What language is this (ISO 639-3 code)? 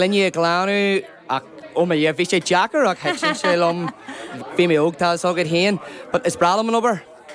gle